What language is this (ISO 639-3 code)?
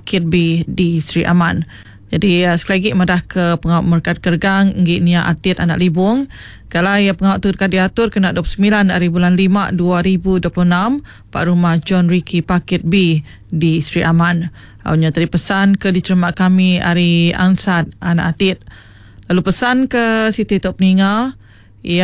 iba